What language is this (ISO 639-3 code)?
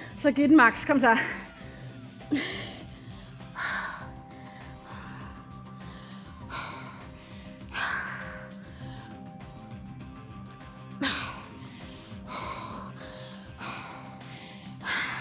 dan